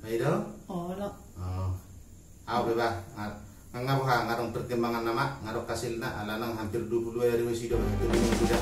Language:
Batak Toba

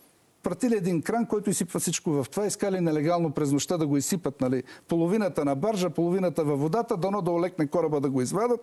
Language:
Bulgarian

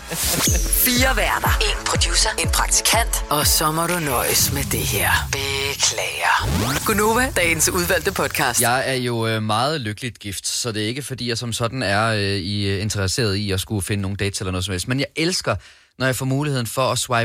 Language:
Danish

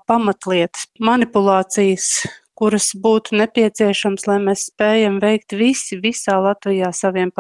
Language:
Latvian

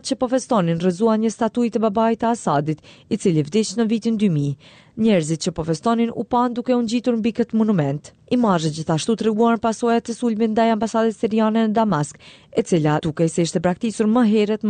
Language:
Albanian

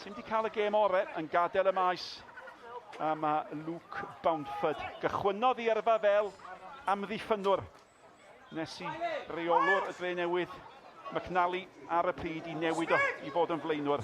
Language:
Welsh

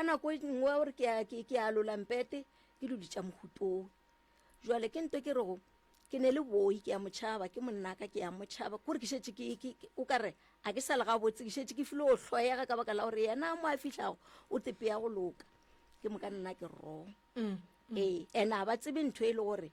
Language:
Northern Sotho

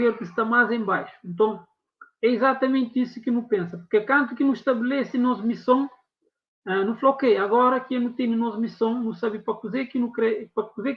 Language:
Kabuverdianu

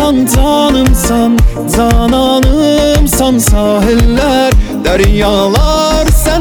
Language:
Turkish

